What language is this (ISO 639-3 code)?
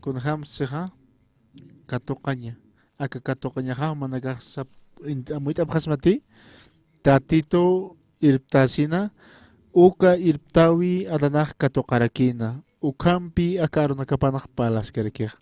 aym